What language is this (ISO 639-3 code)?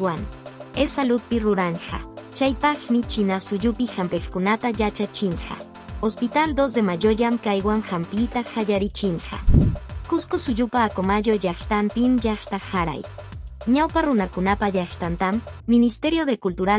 que